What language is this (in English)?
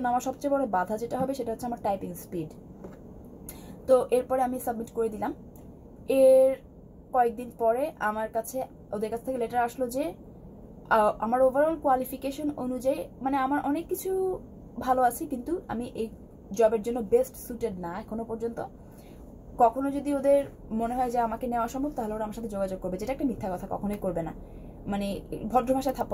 Bangla